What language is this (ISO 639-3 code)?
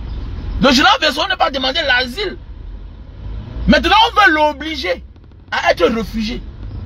fra